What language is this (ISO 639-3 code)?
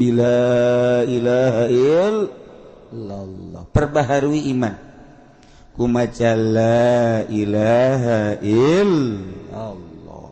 sun